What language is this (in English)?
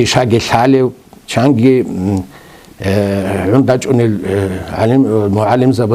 Avaric